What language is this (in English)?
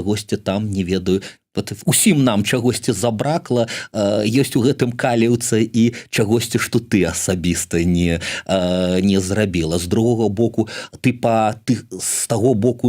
Belarusian